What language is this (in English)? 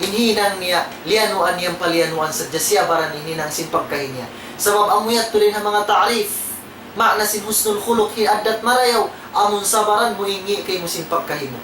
Tausug